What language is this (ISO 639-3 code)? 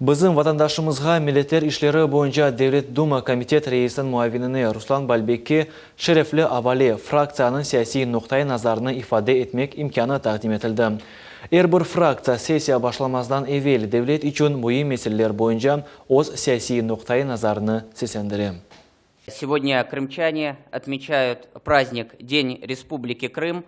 crh